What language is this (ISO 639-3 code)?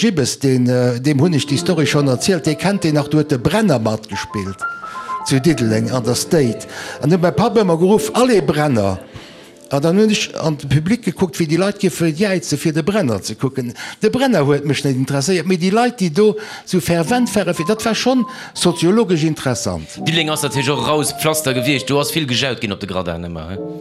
ltz